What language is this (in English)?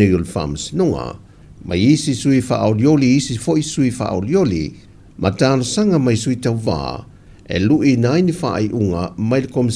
Samoan